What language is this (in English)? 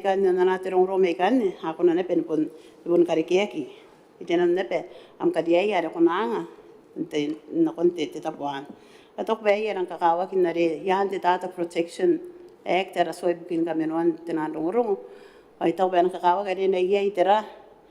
Gilbertese